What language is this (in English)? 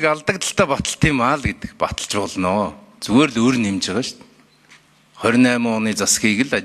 Mongolian